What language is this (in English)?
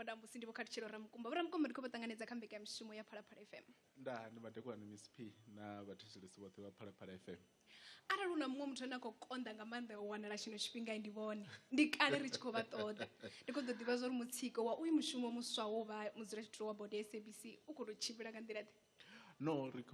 Venda